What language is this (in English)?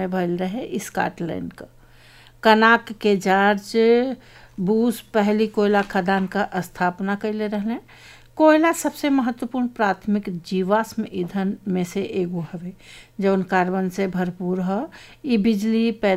Bhojpuri